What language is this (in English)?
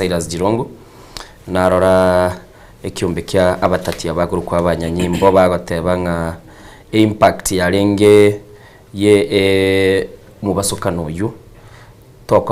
Gusii